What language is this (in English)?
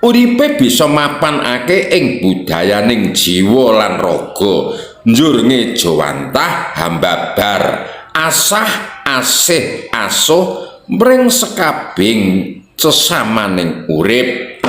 Javanese